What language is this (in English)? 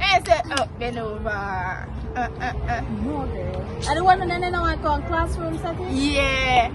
Jamaican Creole English